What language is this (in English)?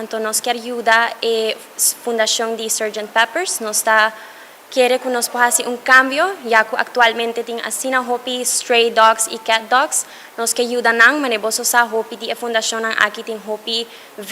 Papiamento